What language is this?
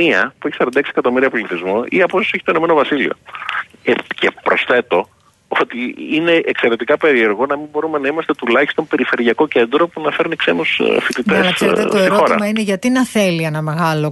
Greek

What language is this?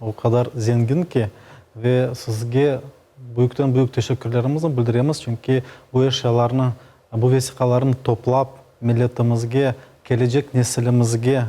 Crimean Tatar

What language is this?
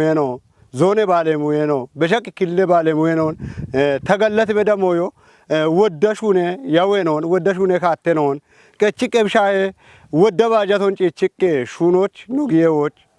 Kafa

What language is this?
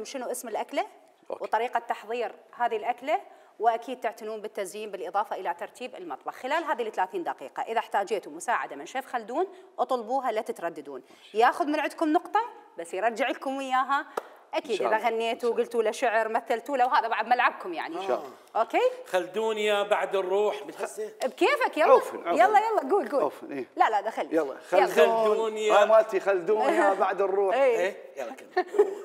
Mesopotamian Arabic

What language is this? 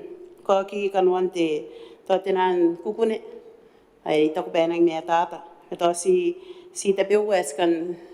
Gilbertese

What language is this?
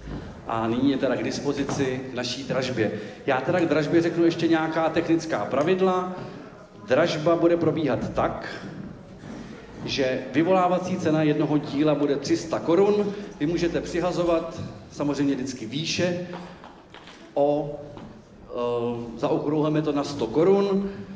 Czech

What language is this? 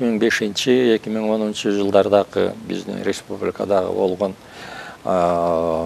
Kyrgyz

